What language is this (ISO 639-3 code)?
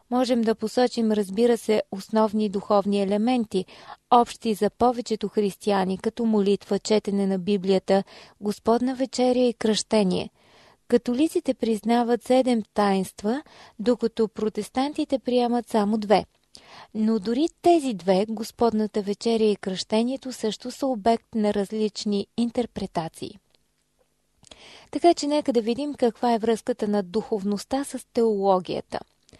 bul